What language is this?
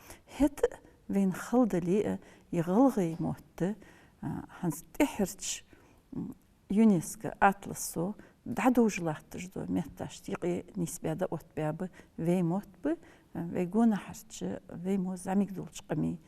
Ingush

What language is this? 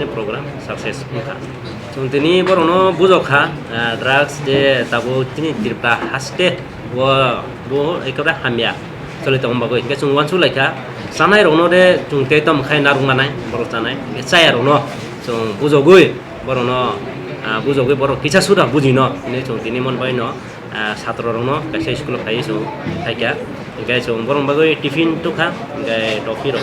Kok Borok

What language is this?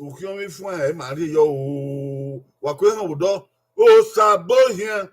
Bini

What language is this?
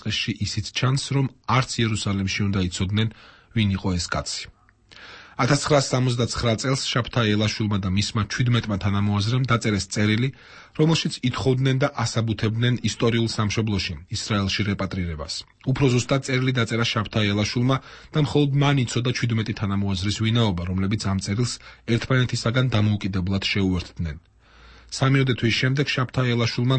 Georgian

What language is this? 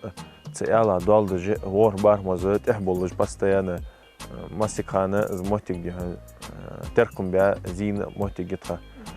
Ingush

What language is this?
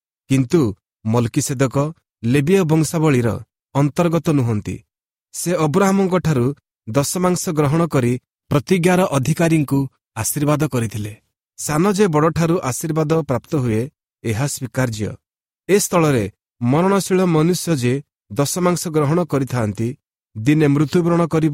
Odia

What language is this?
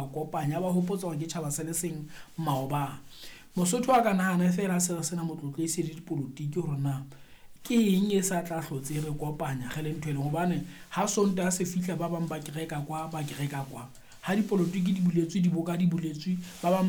Southern Sotho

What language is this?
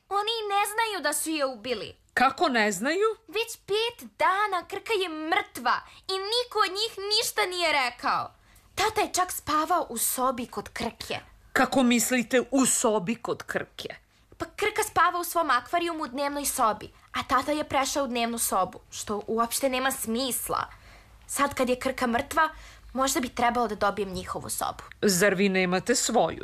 Serbian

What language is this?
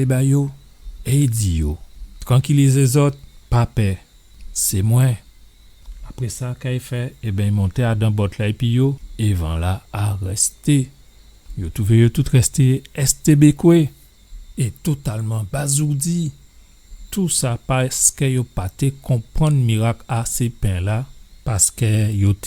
Guadeloupean Creole French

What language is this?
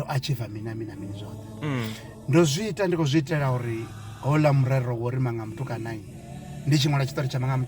Venda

